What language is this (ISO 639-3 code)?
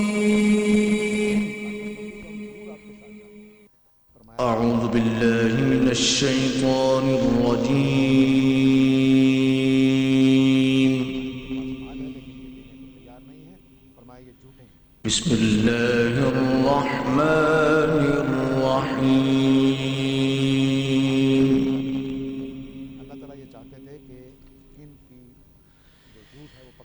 urd